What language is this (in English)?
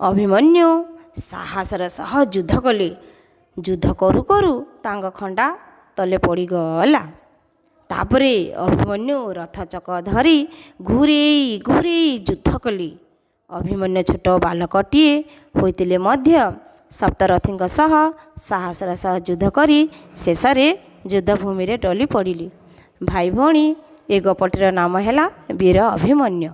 Odia